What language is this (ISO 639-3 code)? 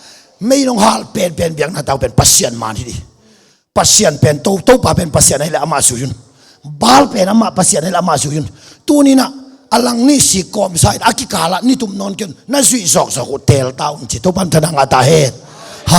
ctd